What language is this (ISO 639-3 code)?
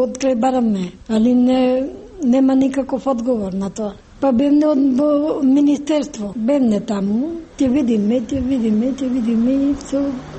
mkd